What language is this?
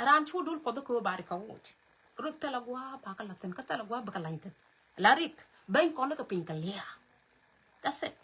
Nuer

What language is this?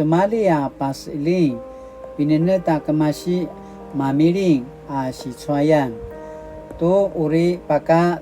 Paiwan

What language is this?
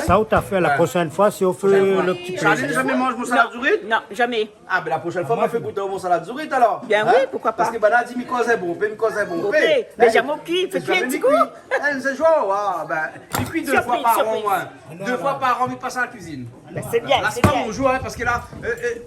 Réunion Creole French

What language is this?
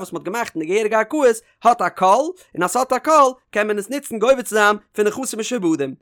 Yiddish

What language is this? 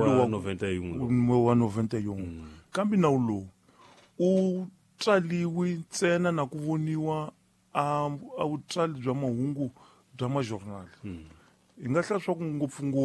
Tsonga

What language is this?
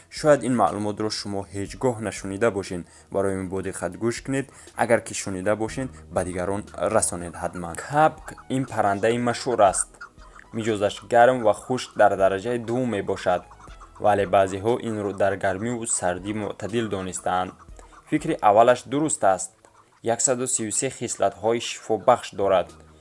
Tajik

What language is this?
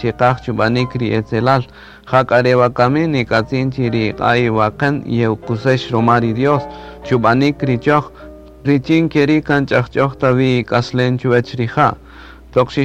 Kaqchikel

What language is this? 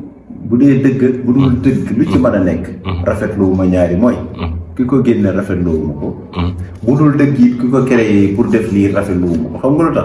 Wolof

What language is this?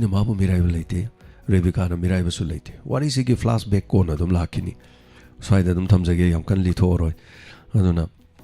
Manipuri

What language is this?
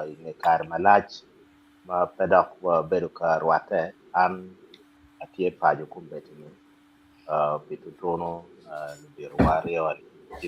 Acoli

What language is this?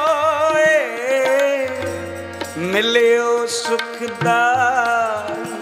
Punjabi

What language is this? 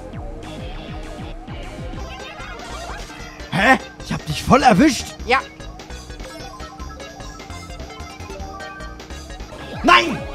German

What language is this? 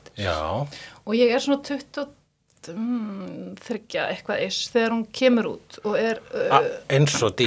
Icelandic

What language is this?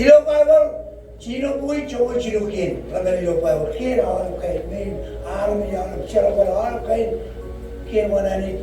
Marshallese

